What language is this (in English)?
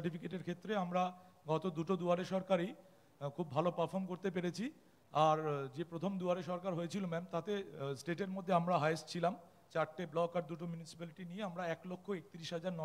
Bangla